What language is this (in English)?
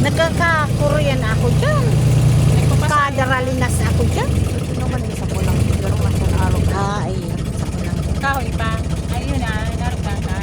Bikol